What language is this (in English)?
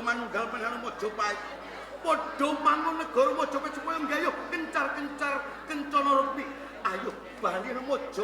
Javanese